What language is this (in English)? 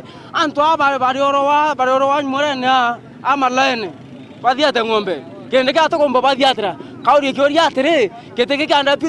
Meru